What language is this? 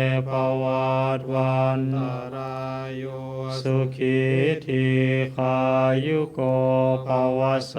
Pali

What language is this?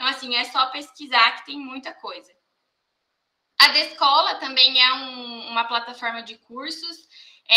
Portuguese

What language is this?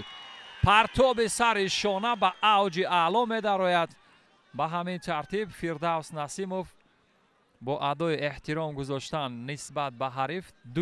Tajik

